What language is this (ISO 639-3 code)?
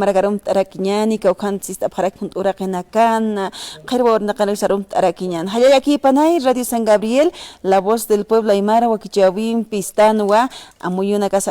aym